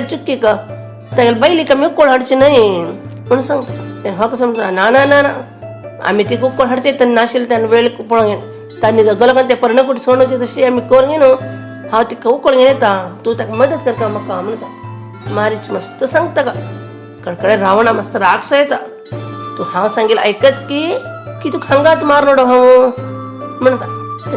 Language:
Konkani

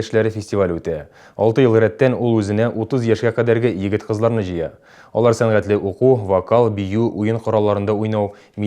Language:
Tatar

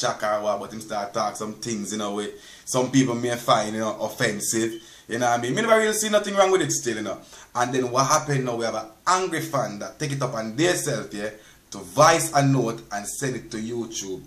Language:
Jamaican Creole English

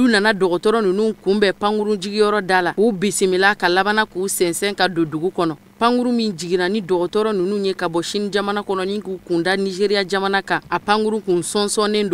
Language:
Bambara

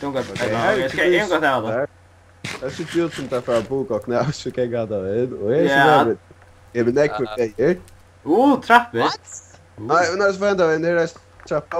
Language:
Faroese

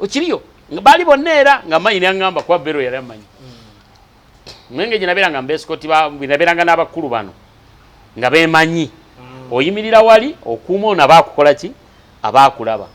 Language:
Ganda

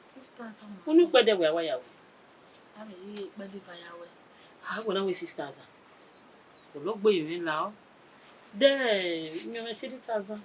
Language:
Bini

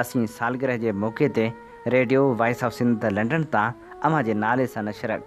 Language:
Sindhi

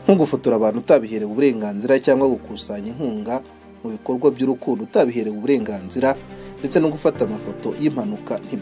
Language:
Kinyarwanda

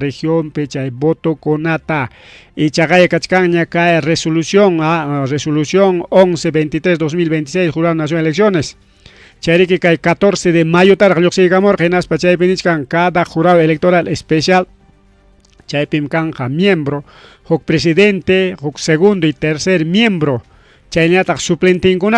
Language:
Ayacucho Quechua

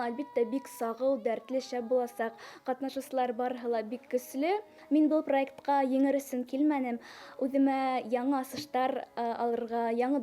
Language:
Bashkir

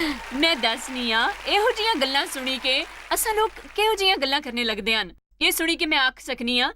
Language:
Dogri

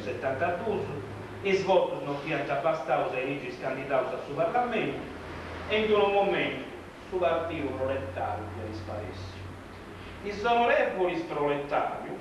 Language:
Sardinian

